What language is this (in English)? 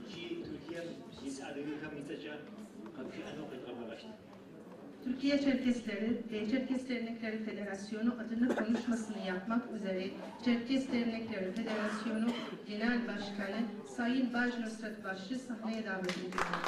Adyghe